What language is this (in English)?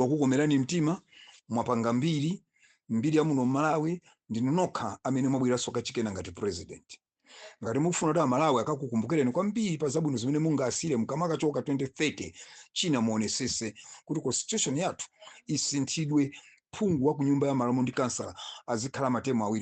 Nyanja